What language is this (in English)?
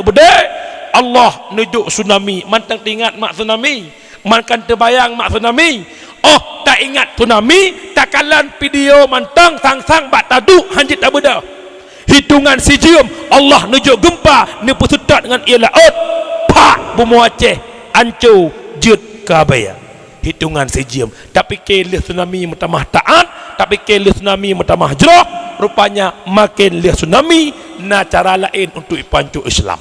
Achinese